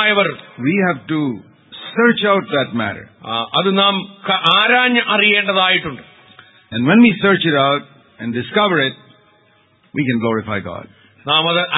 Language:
Malayalam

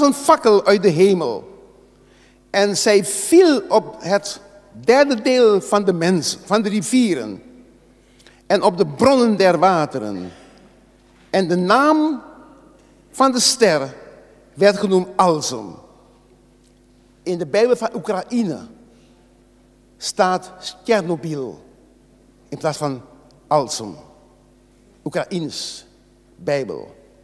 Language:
Dutch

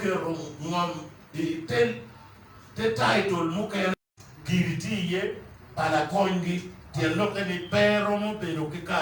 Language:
Acoli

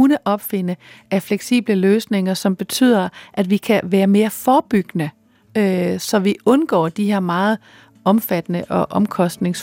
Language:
Danish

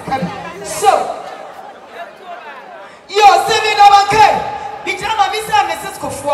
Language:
Akan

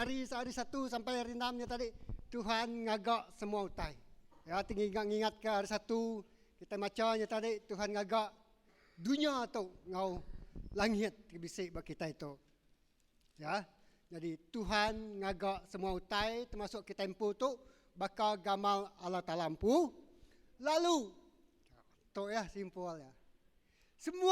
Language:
Iban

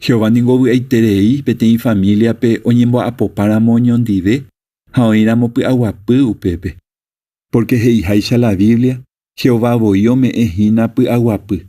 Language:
Guarani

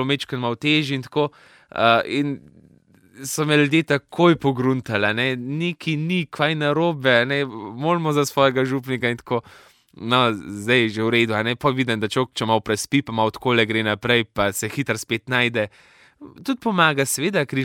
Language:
Slovenian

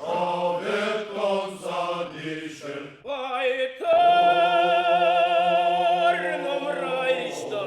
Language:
Ossetic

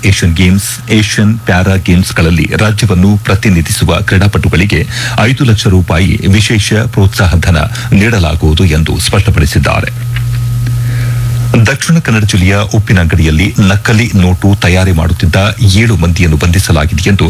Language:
Kannada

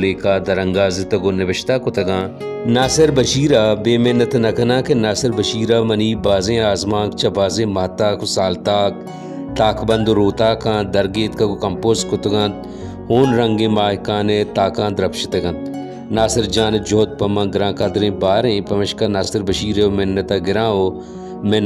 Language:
Baluchi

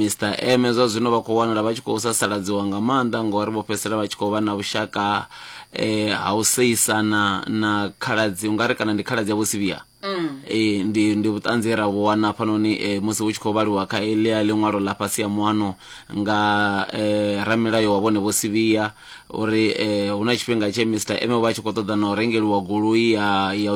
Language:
Venda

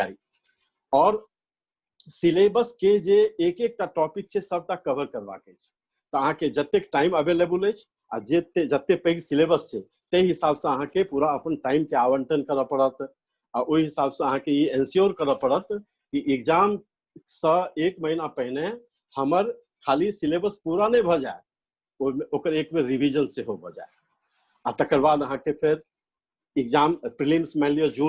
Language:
Maithili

